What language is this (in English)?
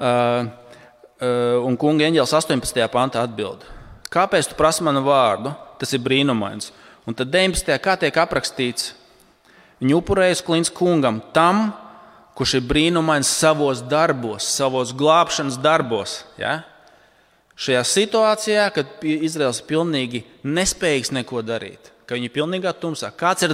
Latvian